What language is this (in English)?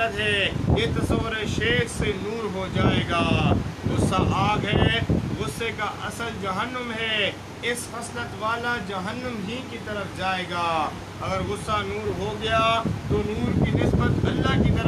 Urdu